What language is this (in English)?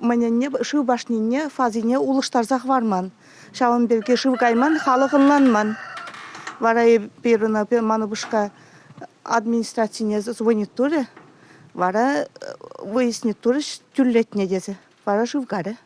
Chuvash